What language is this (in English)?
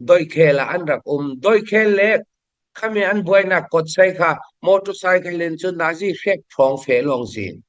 Falam Chin